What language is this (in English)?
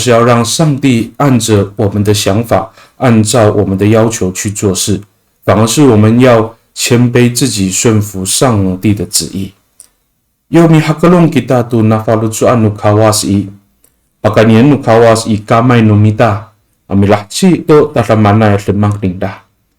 Amis